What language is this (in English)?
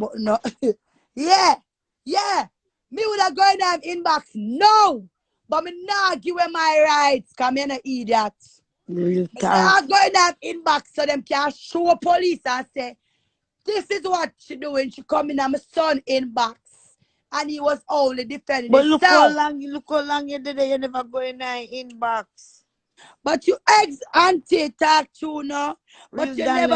Jamaican Creole English